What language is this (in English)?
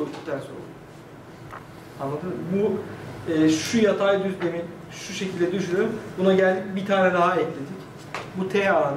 Turkish